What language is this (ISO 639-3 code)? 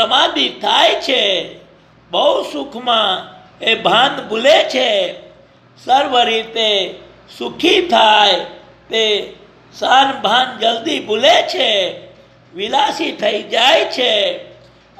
guj